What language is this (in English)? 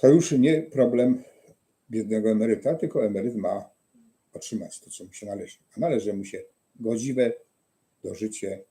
Silesian